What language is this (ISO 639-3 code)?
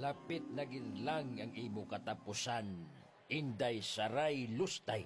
hil